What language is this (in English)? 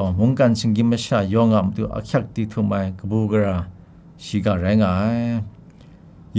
Kachin